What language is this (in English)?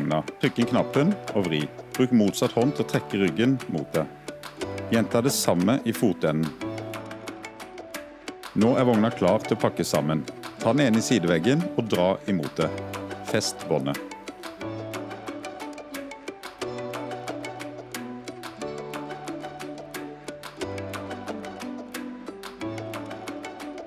Norwegian